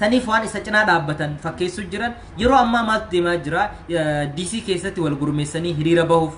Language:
Oromo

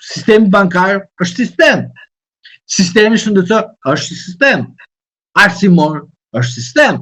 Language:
Albanian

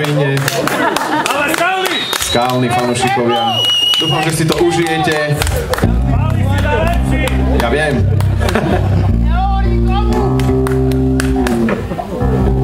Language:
Slovak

